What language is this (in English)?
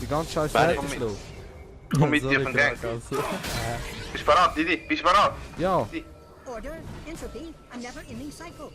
Swiss German